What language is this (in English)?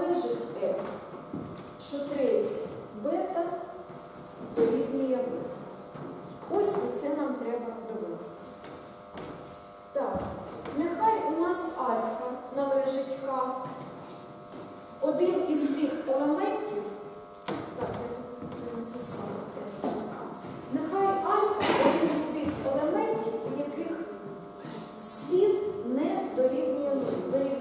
Ukrainian